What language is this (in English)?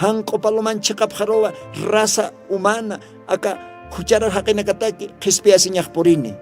Aymara